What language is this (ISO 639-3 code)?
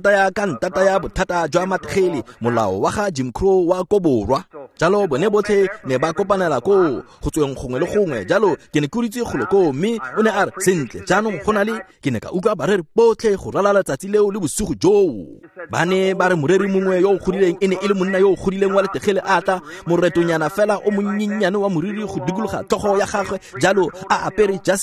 tsn